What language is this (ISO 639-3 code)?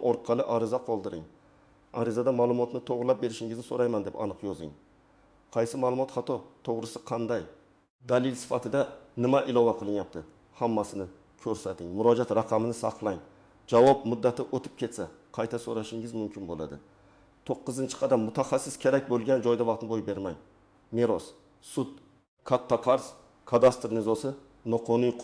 uzb